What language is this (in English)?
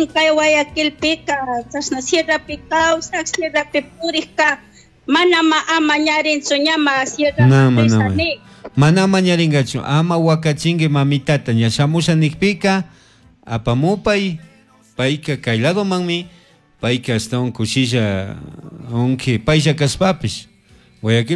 Chimborazo Highland Quichua